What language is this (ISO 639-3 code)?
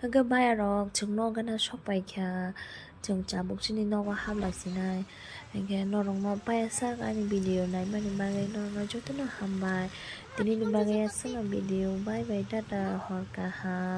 trp